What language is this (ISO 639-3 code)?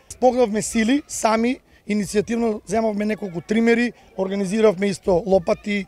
mkd